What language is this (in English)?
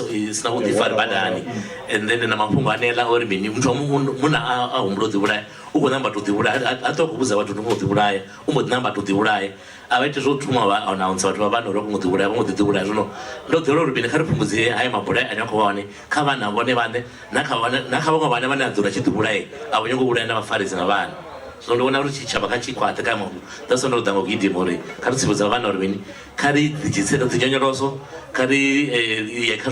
Venda